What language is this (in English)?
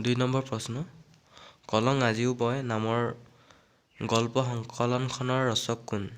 Assamese